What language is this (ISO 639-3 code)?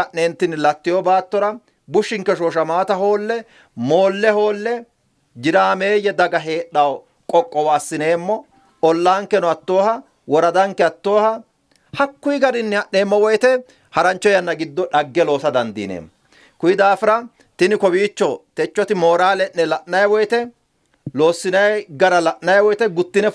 sid